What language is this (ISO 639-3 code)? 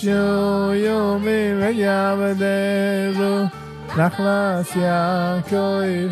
yid